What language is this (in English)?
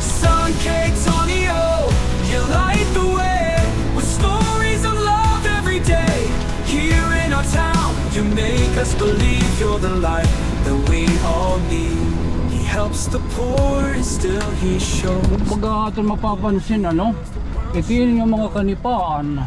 Waray